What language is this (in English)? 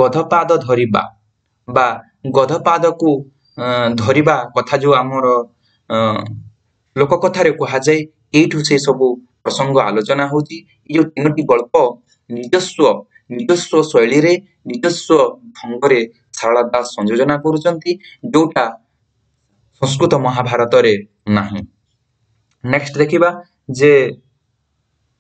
Odia